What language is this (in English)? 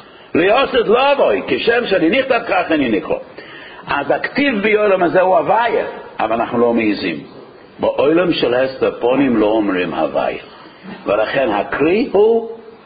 Hebrew